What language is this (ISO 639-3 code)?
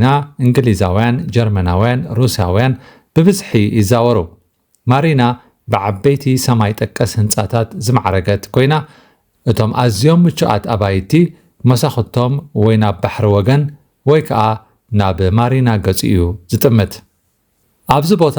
tir